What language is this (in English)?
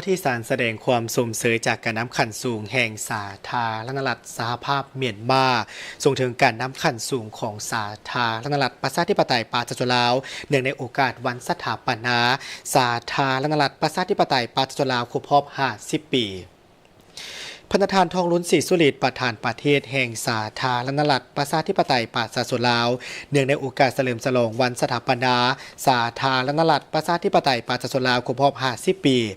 Lao